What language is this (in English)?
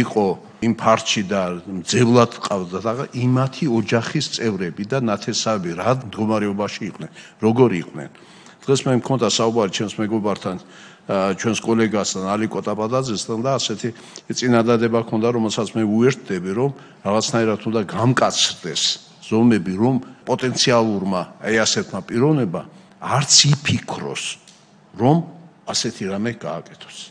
Georgian